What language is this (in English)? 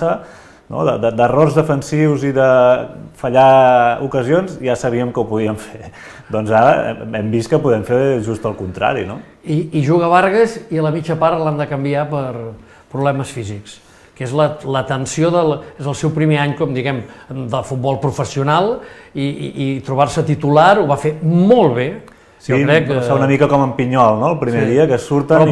Catalan